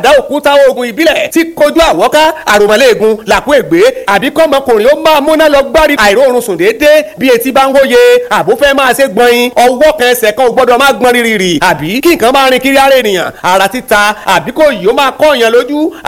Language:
Yoruba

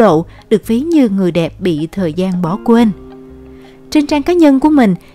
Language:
Vietnamese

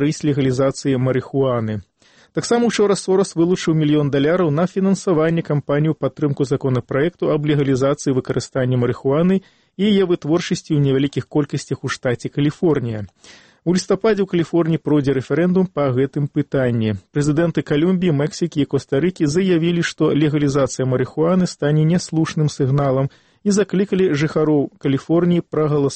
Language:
Belarusian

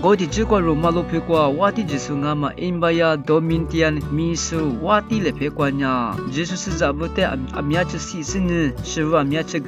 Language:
Lisu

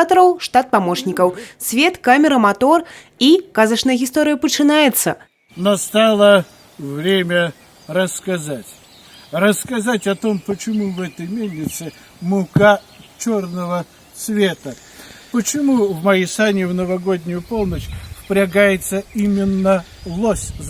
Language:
Belarusian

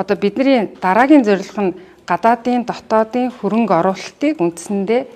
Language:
Mongolian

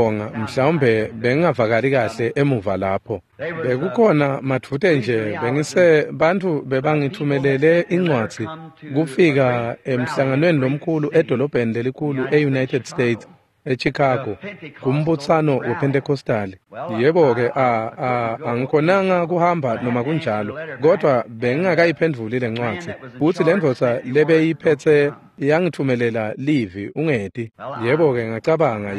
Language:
Swati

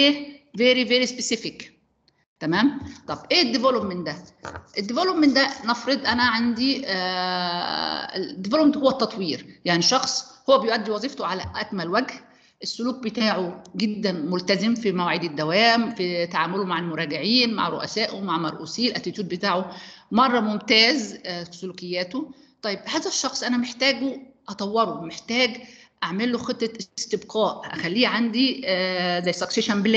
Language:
Egyptian Arabic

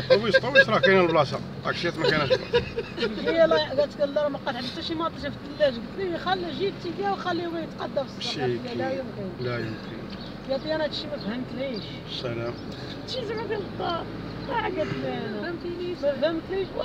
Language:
Moroccan Arabic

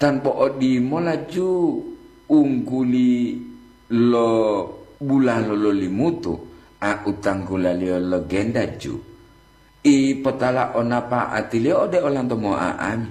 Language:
Gorontalo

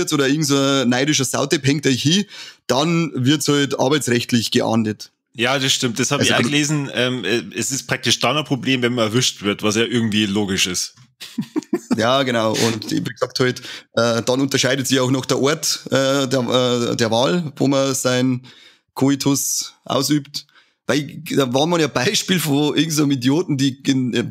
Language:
Bavarian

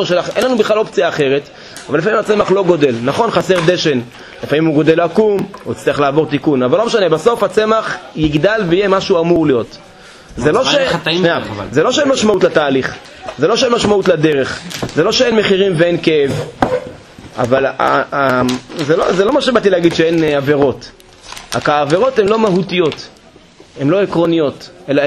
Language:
Hebrew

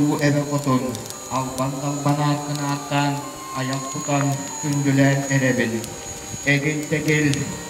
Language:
Yakut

